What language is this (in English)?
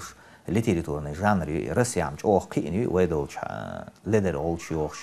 Chechen